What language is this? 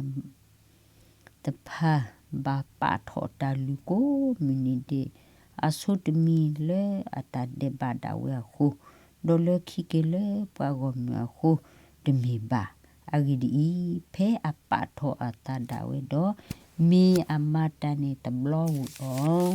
S'gaw Karen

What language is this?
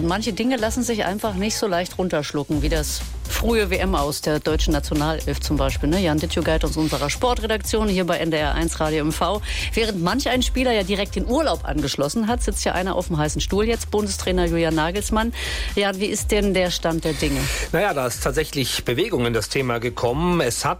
German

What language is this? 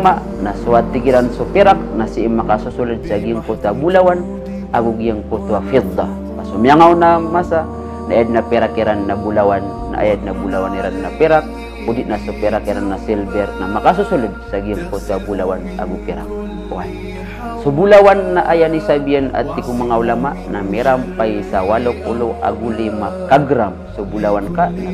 Maranao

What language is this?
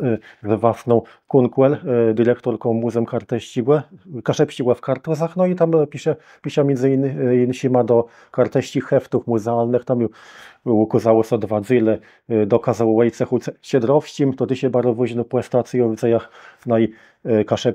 Kashubian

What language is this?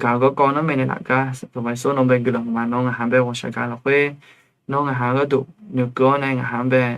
Akha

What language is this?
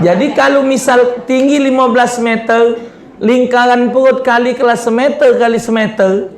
Musi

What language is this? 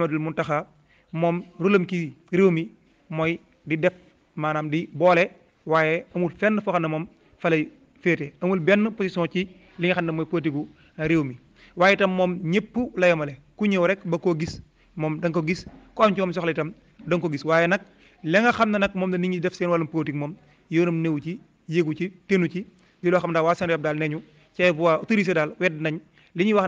Wolof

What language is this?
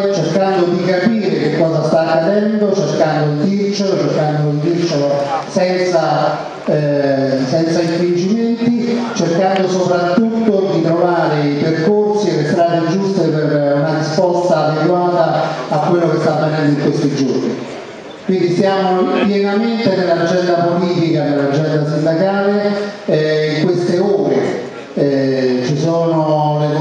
Italian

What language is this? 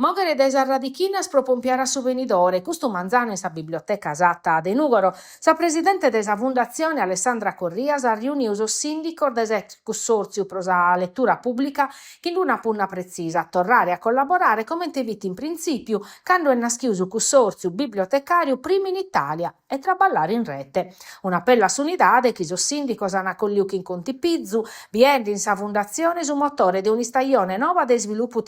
Sardinian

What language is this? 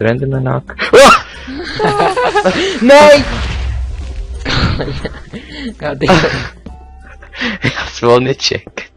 Swiss German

